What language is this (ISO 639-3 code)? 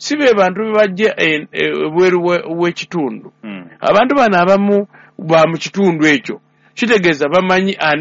lug